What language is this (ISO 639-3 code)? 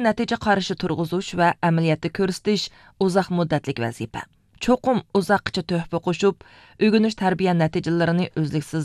uig